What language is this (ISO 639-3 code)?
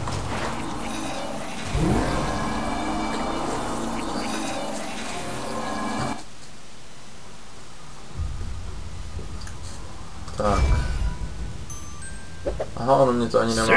ces